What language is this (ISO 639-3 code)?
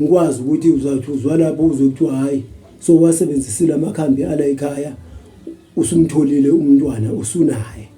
zul